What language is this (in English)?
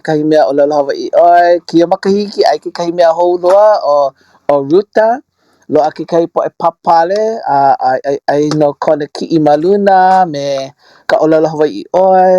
Hawaiian